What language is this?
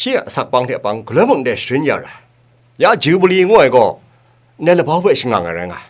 Kachin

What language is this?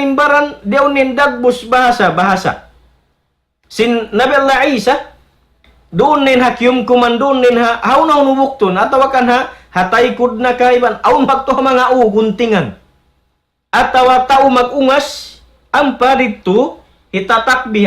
Tausug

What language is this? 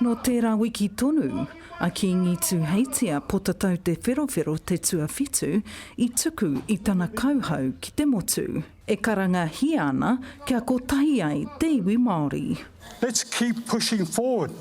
Māori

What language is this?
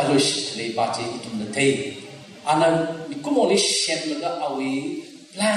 Tangkhul Naga (India)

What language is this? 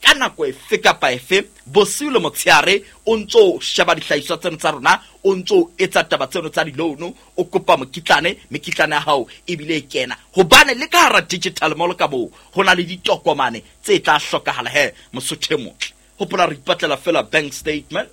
Southern Sotho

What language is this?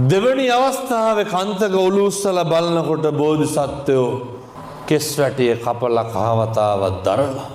Sinhala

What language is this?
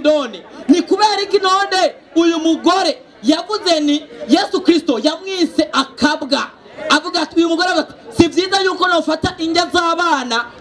Rundi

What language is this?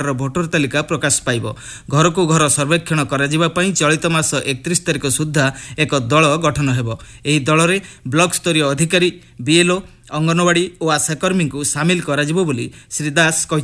Odia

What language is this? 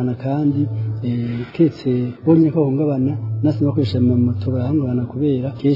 Rundi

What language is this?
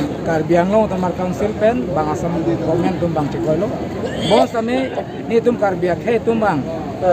Karbi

